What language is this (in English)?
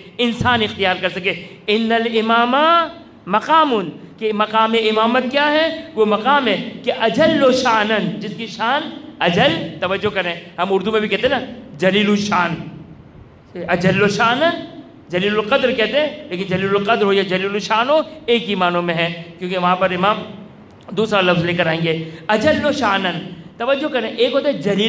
Urdu